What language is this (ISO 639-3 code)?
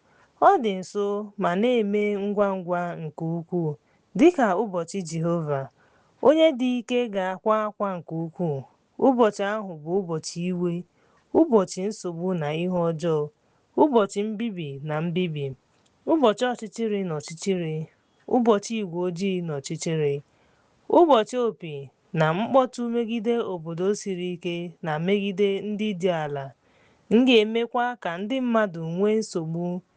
ibo